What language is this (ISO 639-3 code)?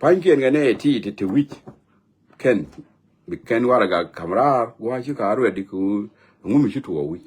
nus